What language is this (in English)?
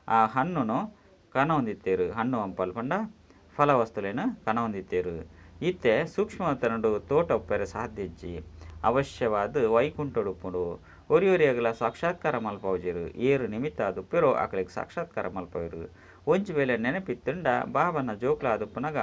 Tulu